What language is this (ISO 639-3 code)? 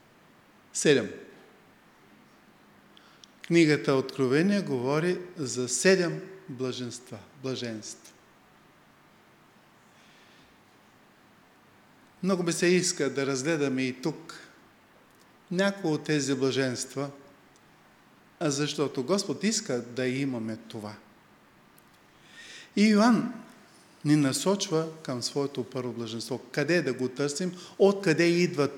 bul